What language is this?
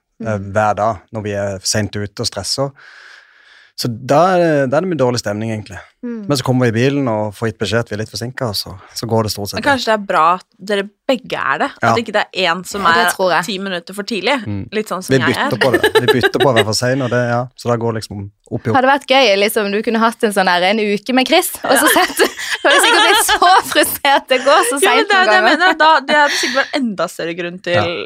Norwegian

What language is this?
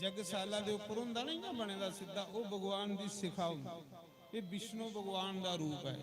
Dogri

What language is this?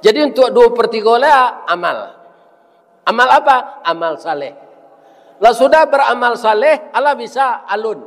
Minangkabau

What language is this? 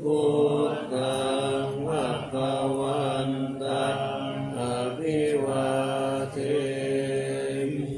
Pali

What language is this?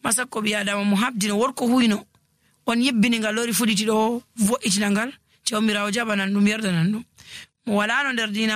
Nigerian Fulfulde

